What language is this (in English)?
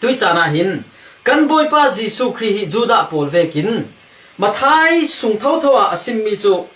Falam Chin